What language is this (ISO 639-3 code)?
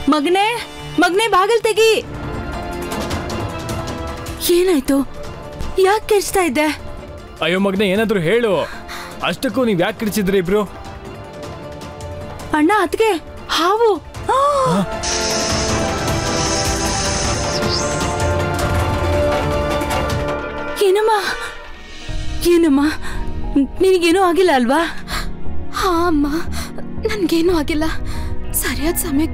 kan